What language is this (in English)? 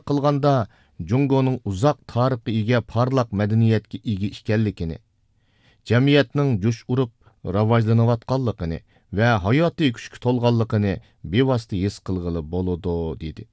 Uyghur